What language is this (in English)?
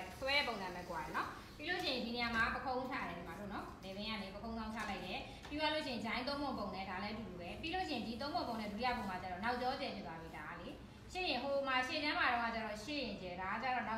Burmese